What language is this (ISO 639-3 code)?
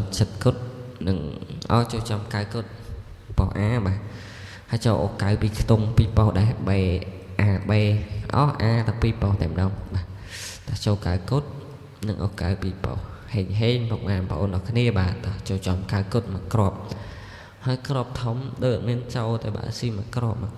khm